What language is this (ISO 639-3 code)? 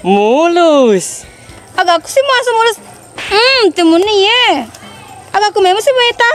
bug